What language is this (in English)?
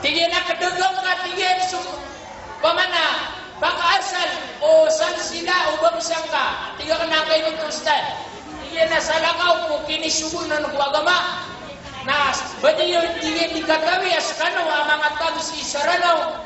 Maranao